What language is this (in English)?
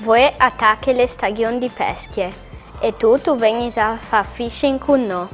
Friulian